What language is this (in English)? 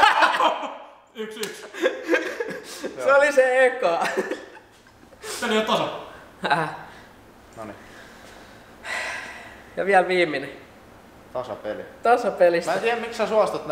Finnish